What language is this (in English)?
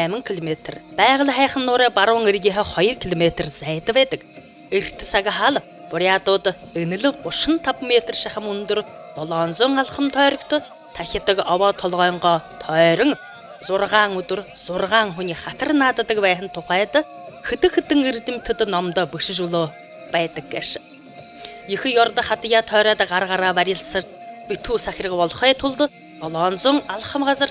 Buriat